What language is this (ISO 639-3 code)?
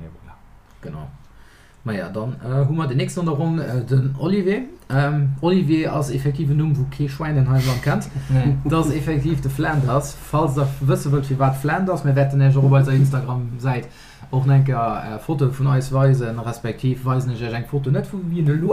ltz